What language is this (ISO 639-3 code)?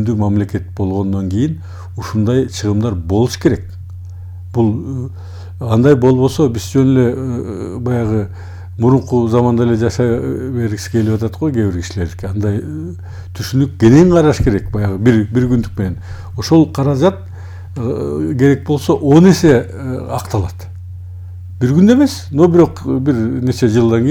kir